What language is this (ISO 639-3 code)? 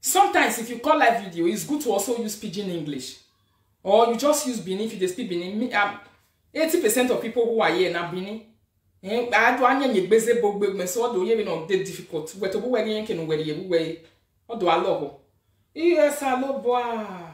pcm